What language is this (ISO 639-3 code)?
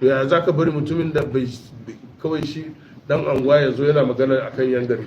hau